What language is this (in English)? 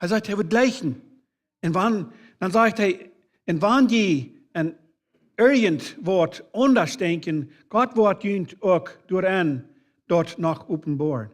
Plautdietsch